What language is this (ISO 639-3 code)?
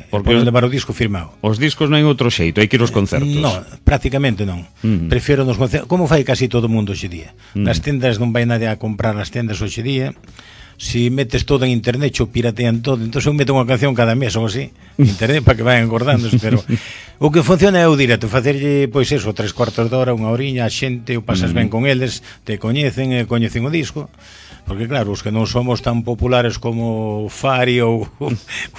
glg